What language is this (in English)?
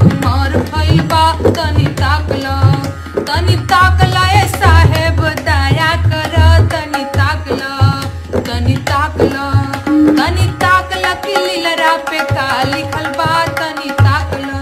Bhojpuri